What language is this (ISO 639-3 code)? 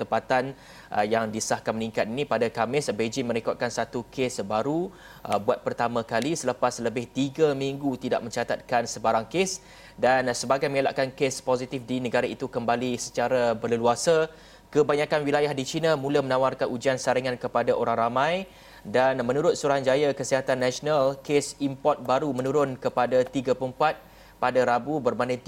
msa